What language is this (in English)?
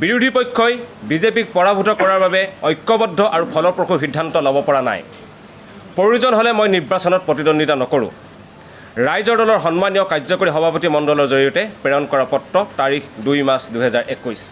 Assamese